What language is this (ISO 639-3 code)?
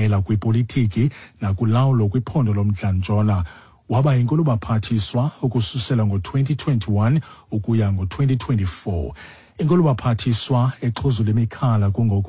xho